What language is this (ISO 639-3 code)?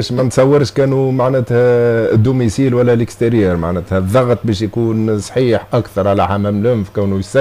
aeb